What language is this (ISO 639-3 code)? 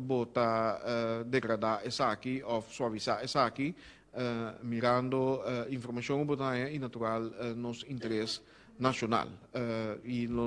pap